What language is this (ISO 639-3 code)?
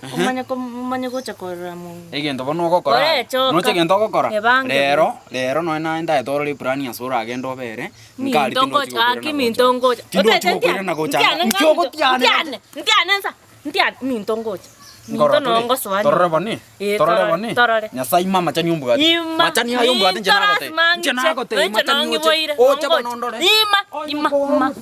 guz